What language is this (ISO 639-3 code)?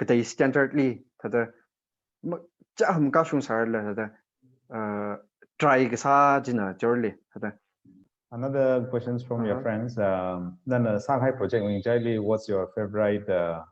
nmf